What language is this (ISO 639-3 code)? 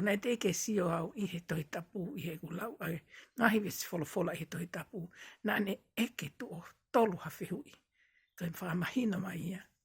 ton